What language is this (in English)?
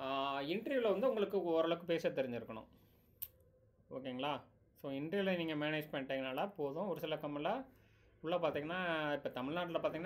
Tamil